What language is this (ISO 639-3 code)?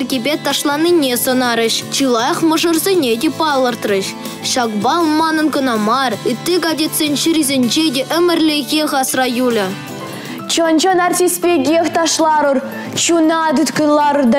chv